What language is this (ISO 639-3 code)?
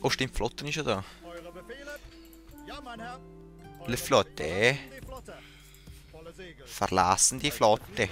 gsw